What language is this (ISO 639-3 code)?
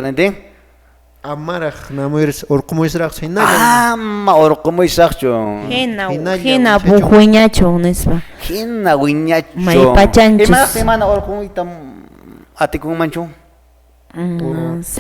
que